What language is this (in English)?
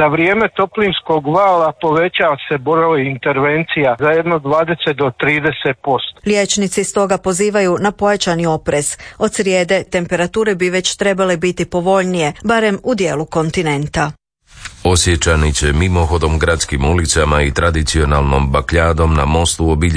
Croatian